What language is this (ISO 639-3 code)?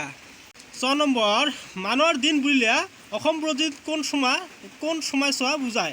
asm